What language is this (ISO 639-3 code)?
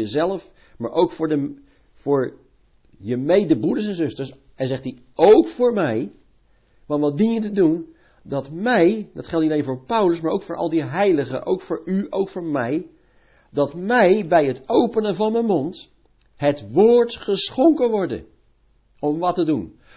nld